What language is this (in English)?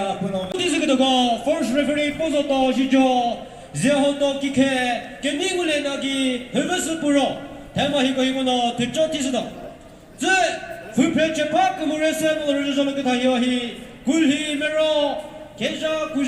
Chokri Naga